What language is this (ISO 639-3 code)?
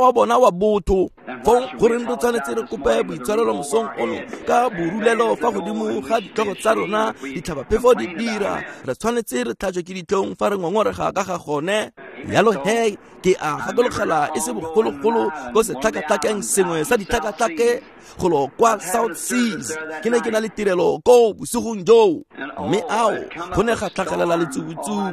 tsn